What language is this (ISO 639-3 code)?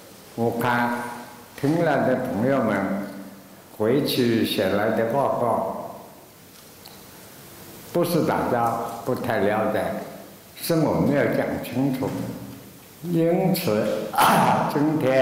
zho